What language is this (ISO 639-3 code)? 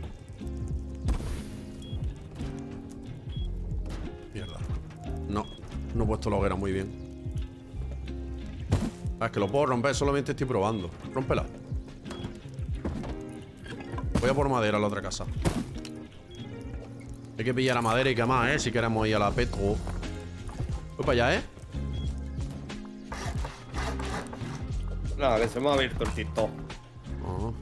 spa